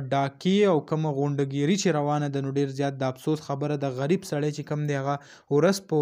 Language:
Pashto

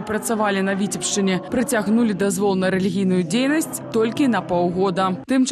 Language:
Belarusian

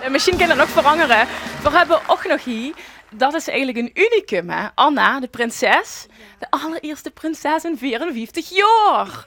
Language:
Limburgish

